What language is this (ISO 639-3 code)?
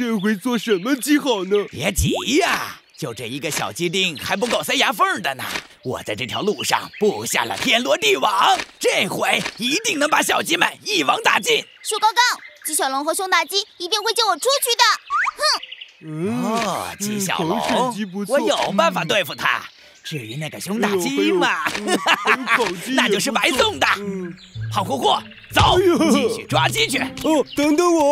zho